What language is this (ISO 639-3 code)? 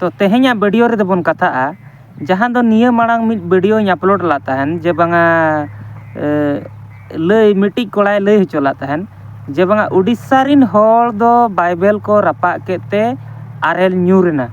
sat